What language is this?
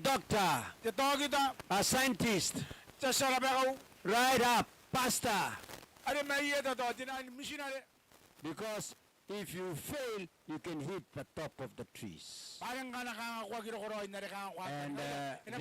Gilbertese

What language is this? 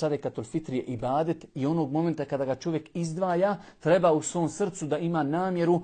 Bosnian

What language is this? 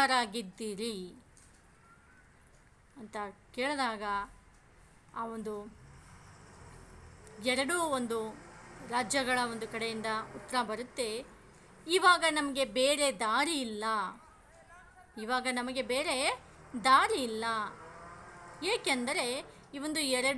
Kannada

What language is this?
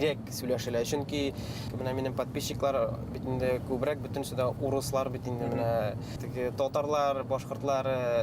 Bashkir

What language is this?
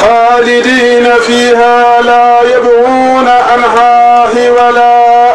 Fula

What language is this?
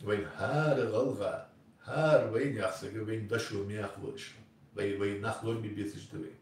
Ingush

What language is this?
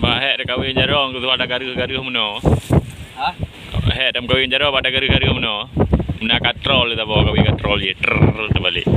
Achinese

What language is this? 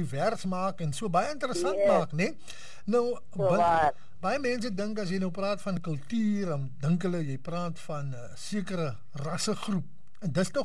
Afrikaans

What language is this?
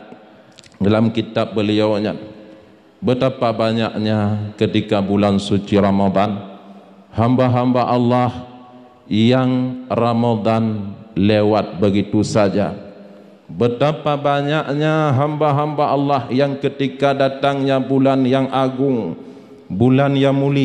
Achinese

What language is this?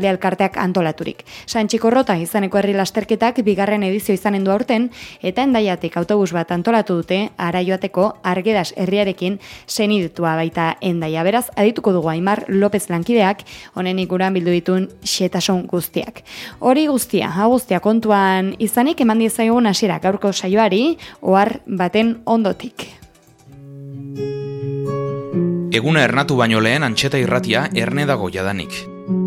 Basque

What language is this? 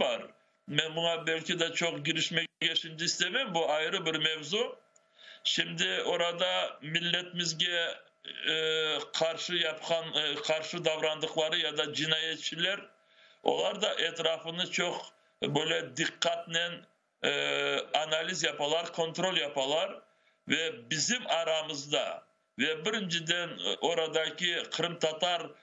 Crimean Tatar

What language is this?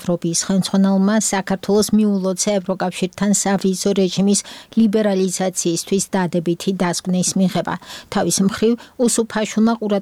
Georgian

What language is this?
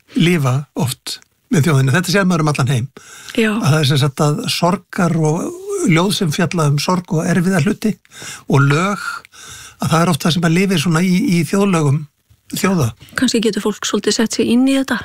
Icelandic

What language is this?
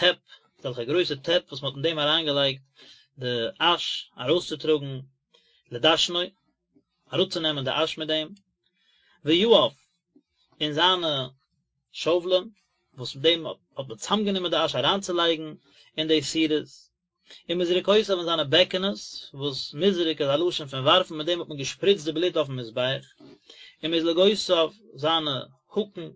Yiddish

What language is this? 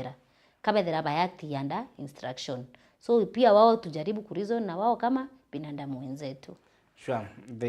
Meru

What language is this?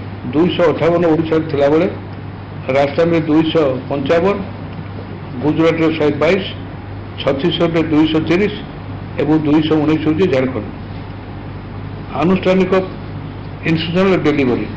Odia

